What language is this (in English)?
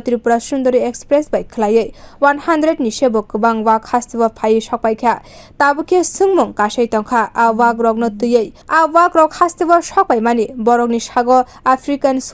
Kok Borok